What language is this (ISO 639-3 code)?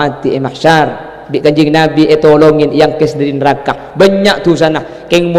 mad